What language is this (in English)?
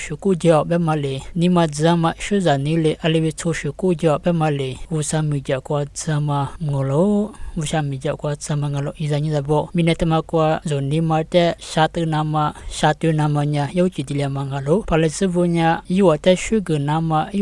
Lisu